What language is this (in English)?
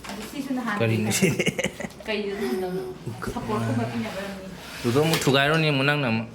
Manipuri